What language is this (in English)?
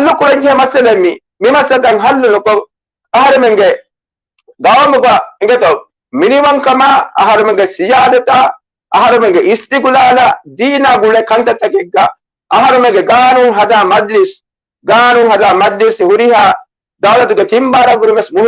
Divehi